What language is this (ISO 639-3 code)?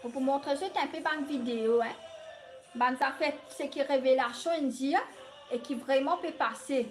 mfe